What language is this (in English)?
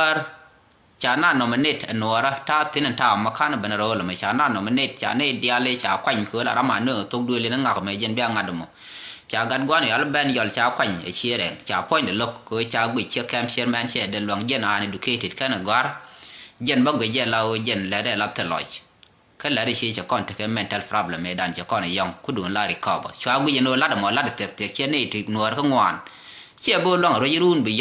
Nuer